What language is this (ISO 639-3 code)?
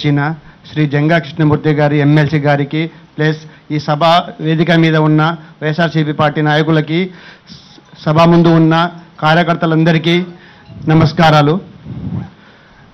tel